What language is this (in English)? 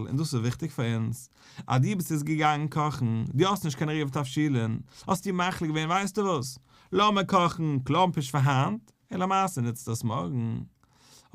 Yiddish